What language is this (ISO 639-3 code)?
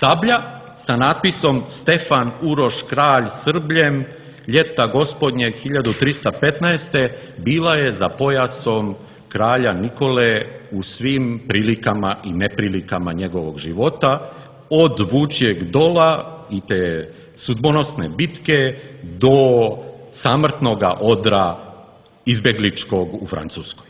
srp